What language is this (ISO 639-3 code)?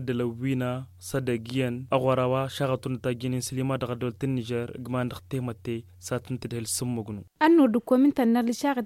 taq